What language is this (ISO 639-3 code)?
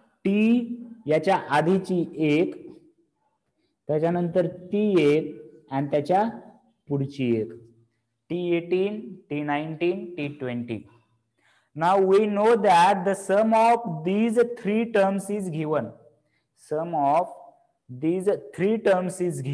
mar